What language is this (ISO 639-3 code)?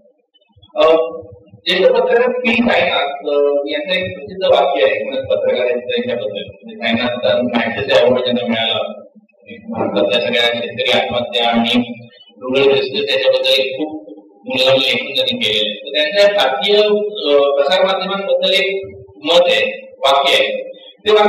mar